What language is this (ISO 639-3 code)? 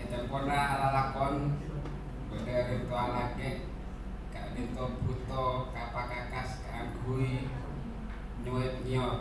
mad